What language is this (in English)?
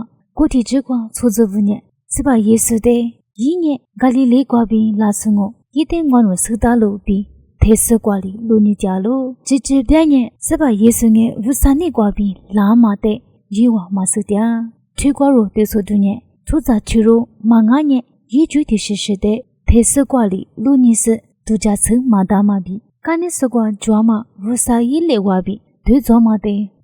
Lisu